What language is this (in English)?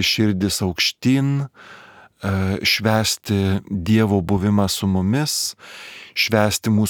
Lithuanian